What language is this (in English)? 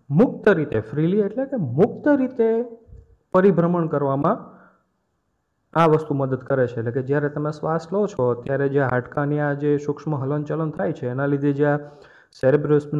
Gujarati